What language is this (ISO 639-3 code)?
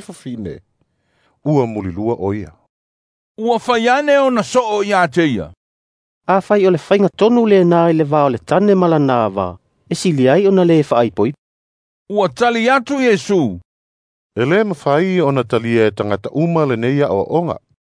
smo